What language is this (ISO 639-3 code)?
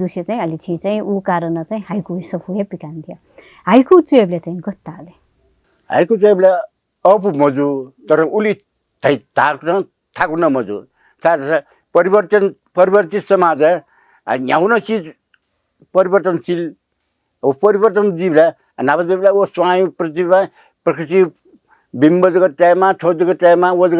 new